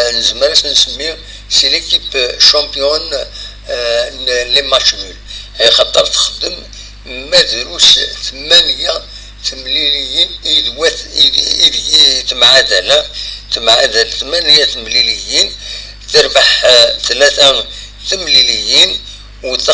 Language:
Kabyle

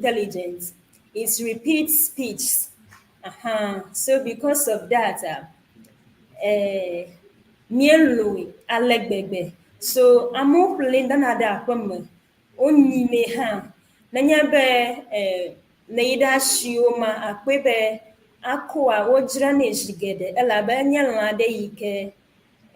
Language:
Ewe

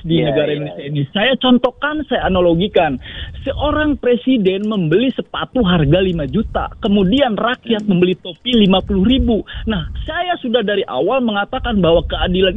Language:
Indonesian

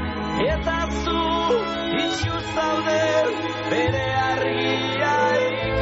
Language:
Basque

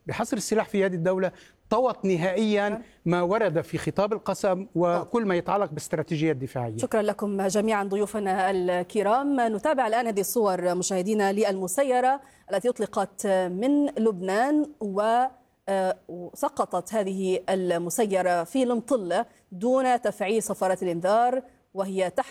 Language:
Arabic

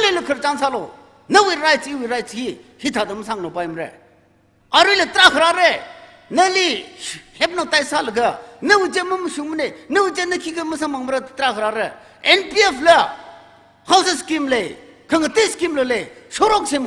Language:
Tangkhul Naga (India)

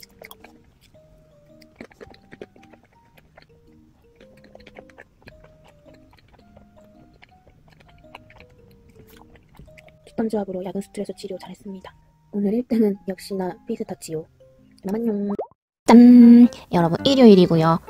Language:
Korean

